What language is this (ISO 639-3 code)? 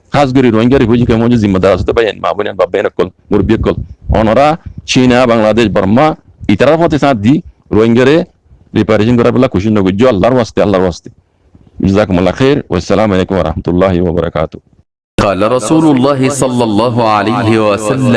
rhg